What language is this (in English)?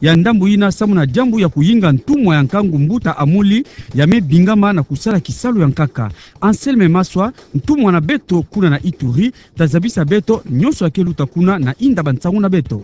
Kituba (Democratic Republic of Congo)